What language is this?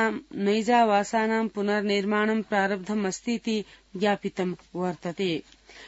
Sanskrit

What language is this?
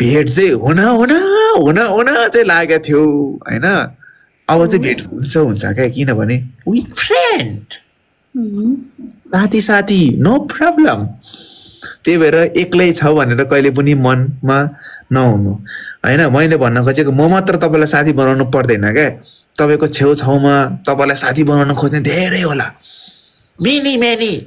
Nepali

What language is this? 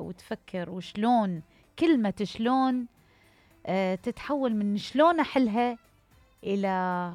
Mesopotamian Arabic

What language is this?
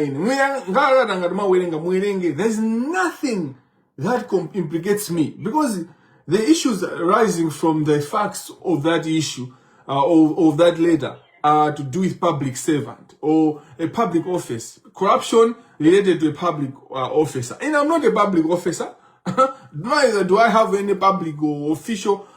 Nyanja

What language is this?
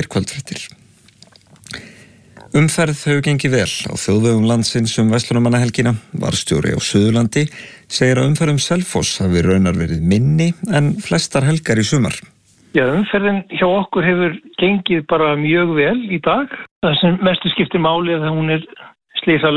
Icelandic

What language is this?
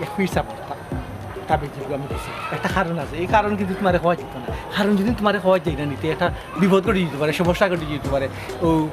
Sylheti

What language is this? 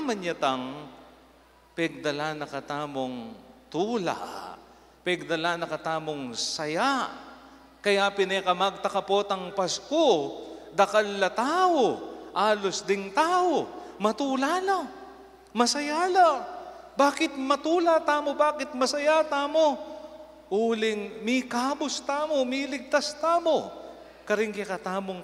Pampanga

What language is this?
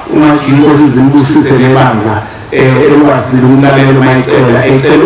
Zulu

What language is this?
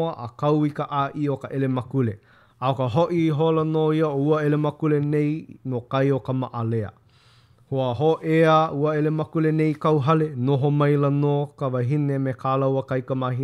Hawaiian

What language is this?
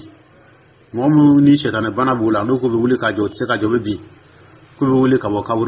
Dyula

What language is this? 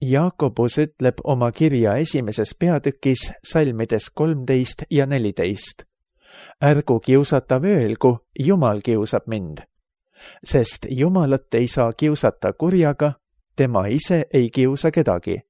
Estonian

